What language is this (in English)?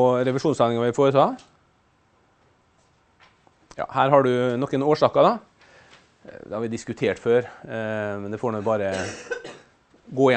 Norwegian